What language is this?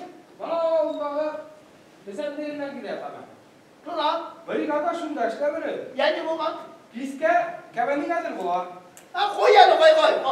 Bashkir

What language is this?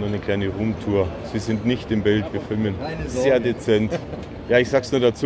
German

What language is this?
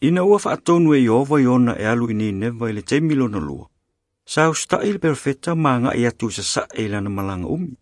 Samoan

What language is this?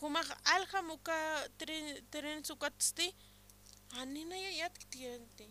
Aymara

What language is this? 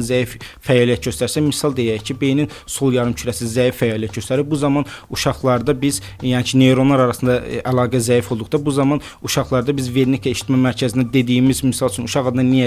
Azerbaijani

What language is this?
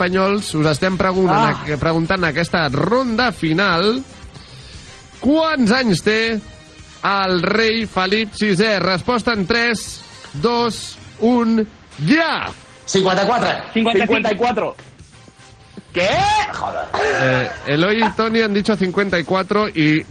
Catalan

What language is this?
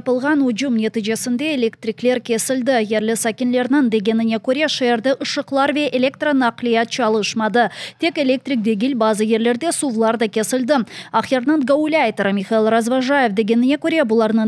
Crimean Tatar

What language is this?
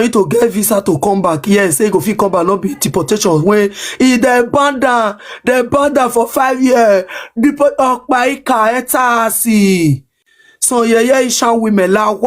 Nigerian Pidgin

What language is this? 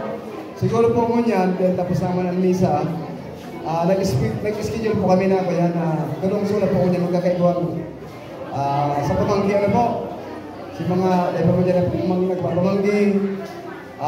Bikol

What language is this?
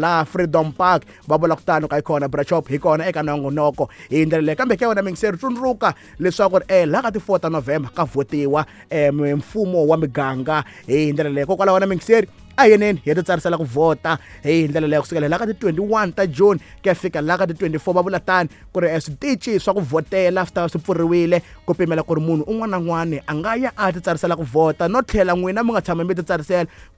Tsonga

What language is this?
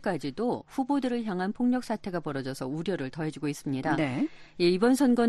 Korean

